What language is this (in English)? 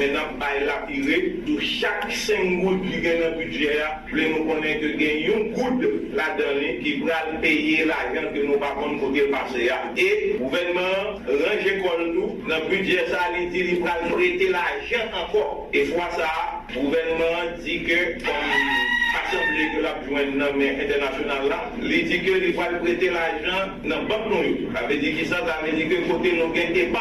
Haitian Creole